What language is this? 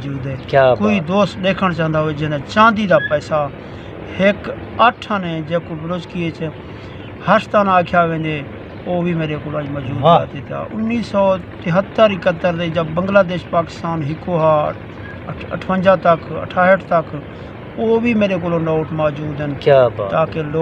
Saraiki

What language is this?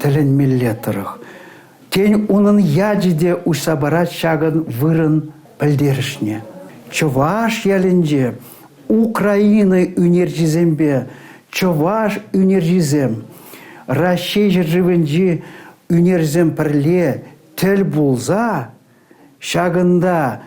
Chuvash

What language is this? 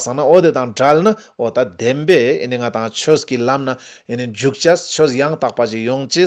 Ladakhi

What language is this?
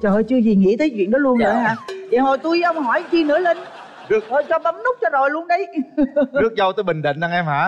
Vietnamese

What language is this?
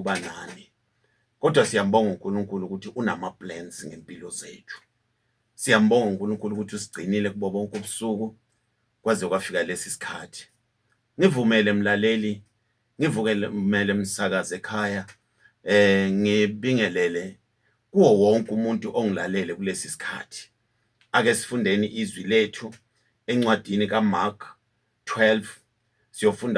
Zulu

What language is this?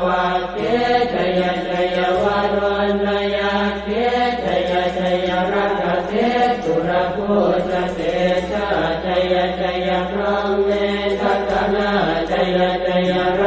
Pali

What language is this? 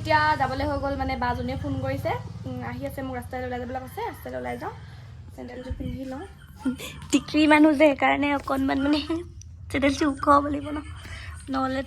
Assamese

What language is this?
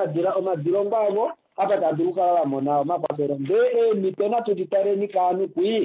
Kuanyama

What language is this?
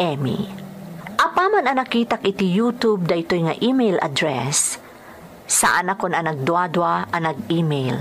Iloko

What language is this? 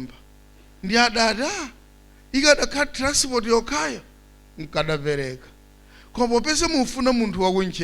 Nyanja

